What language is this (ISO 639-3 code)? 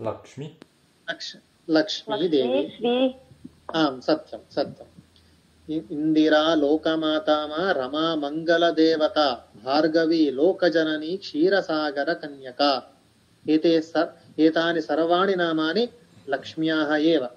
san